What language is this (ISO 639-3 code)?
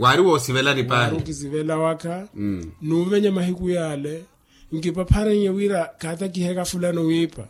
vmw